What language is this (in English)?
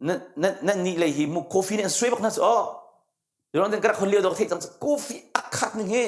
Hakha Chin